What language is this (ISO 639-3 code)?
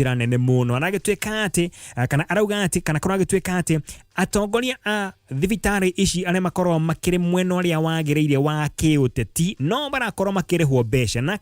kik